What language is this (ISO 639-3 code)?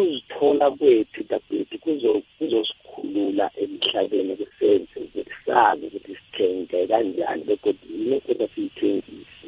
nbl